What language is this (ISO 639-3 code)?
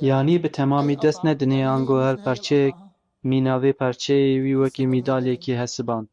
kur